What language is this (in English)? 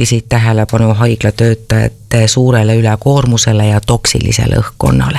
Estonian